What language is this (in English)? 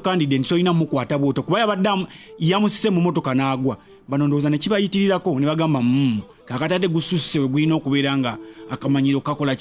Ganda